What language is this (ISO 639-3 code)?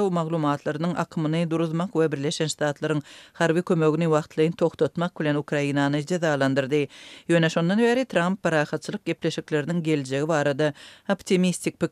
tuk